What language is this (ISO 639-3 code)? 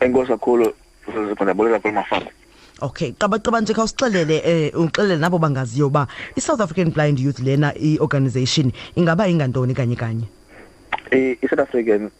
xho